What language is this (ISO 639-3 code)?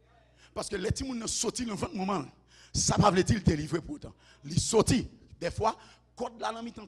hat